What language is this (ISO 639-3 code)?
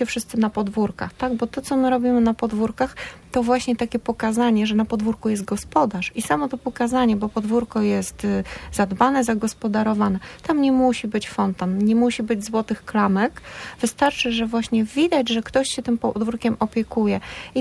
pol